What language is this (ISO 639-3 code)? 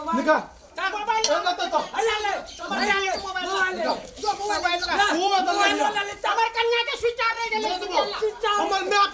mai